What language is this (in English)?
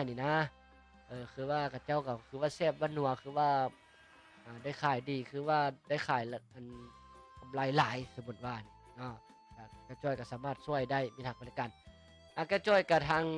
Lao